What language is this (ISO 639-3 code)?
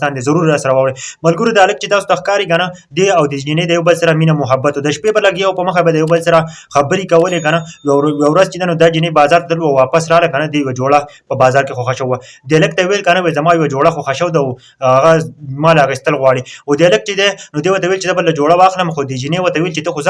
pus